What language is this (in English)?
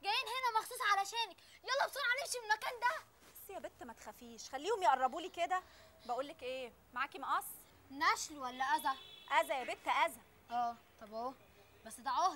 Egyptian Arabic